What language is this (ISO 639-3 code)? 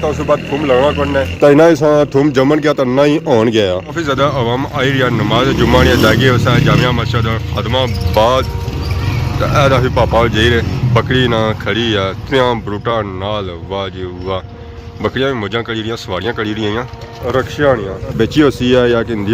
phr